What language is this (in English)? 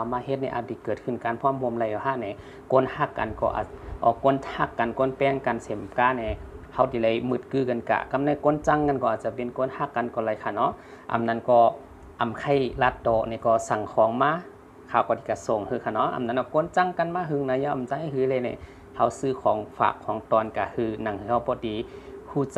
Shan